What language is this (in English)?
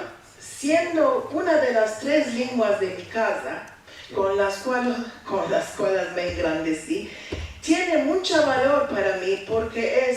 Ladino